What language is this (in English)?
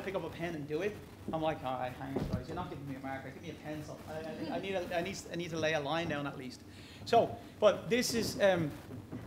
English